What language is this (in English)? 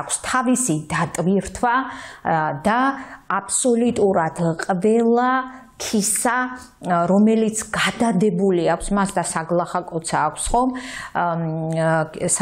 Georgian